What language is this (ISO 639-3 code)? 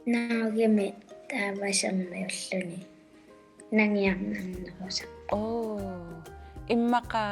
kal